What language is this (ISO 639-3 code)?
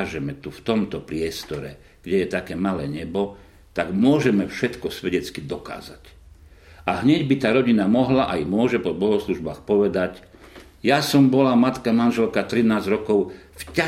slk